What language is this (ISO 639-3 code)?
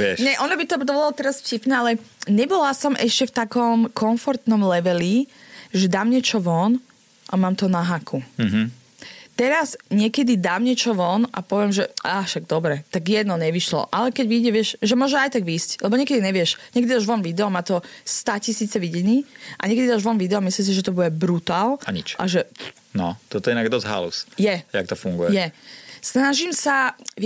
slk